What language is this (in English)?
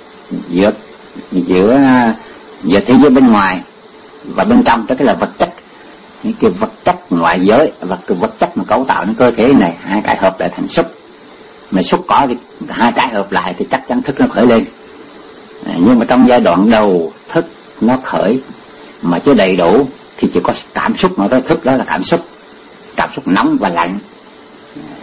Vietnamese